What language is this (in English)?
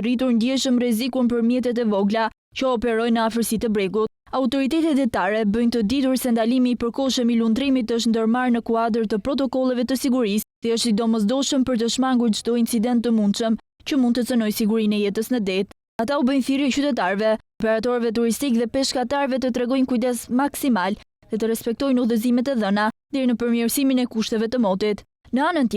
Albanian